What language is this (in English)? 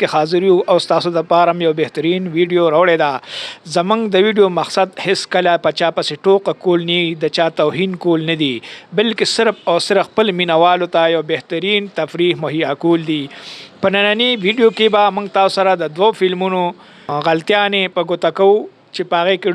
Pashto